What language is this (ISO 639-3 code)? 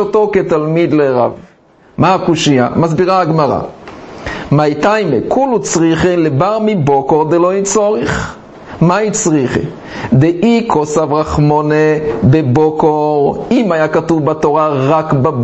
heb